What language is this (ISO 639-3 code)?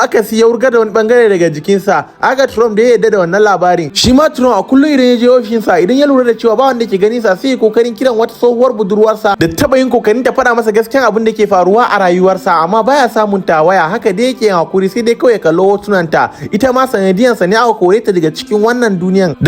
hau